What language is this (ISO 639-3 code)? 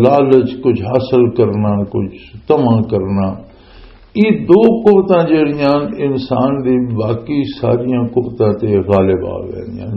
lah